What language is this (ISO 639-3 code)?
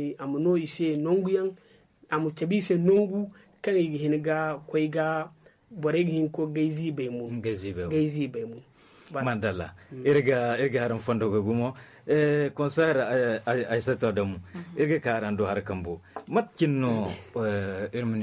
dje